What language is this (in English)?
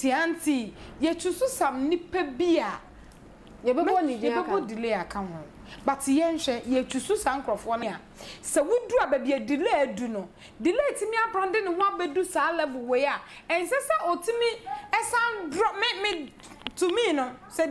Akan